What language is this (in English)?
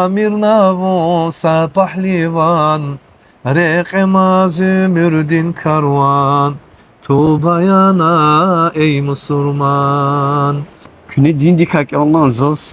Lezghian